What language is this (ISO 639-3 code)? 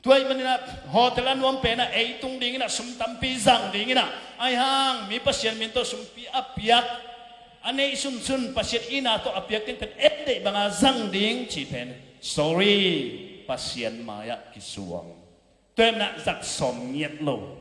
ctd